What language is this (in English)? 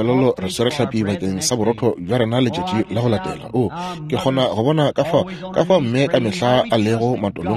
Northern Sotho